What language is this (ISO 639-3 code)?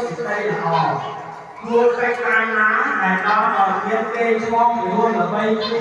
khm